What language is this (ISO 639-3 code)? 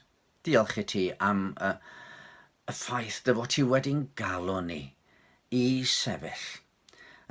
cym